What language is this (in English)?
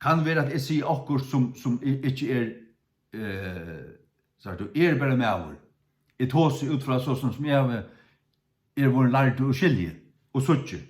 Faroese